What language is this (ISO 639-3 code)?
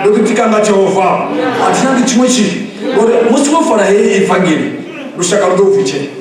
ven